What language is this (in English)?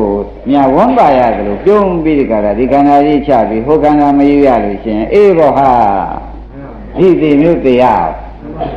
Burmese